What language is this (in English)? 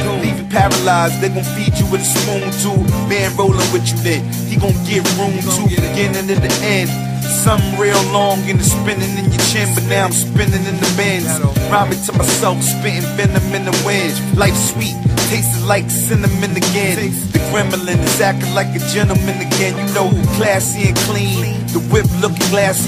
English